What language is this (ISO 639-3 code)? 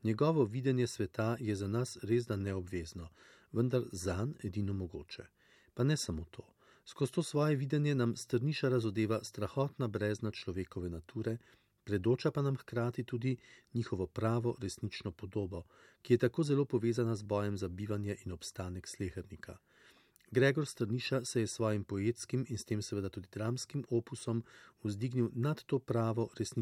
slv